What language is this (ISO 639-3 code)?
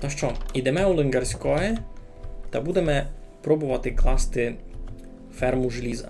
rue